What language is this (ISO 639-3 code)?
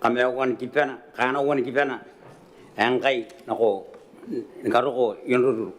gil